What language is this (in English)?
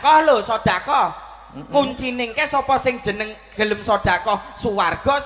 Javanese